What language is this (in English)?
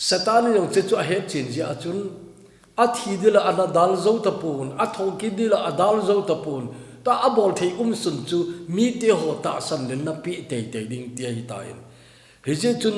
Thado Chin